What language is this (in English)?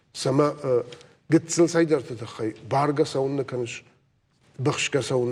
Ossetic